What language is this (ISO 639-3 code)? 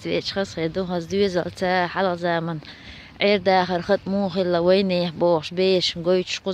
che